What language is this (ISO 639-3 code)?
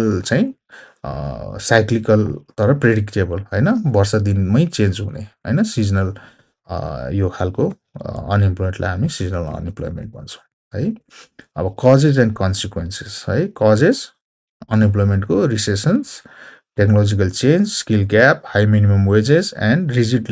nep